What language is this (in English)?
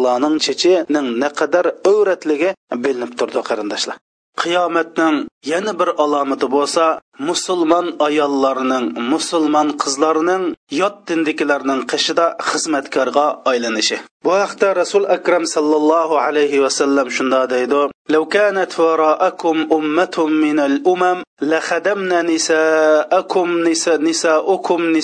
Uyghur